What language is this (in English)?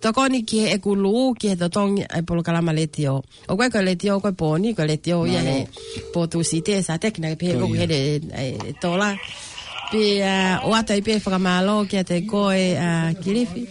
Tongan